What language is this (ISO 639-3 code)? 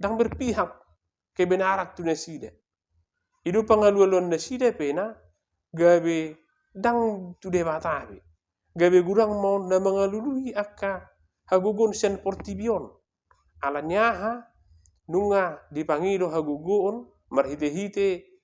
bbc